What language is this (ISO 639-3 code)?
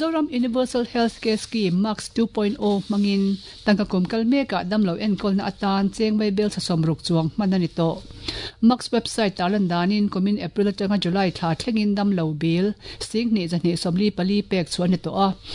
lus